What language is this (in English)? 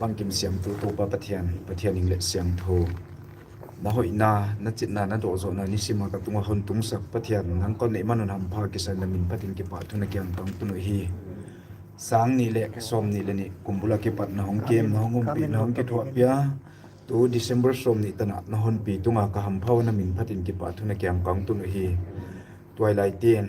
Paite Chin